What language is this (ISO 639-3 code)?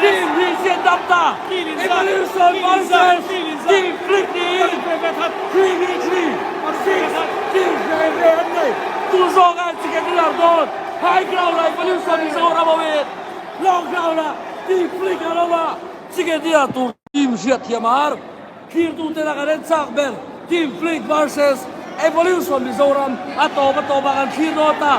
lus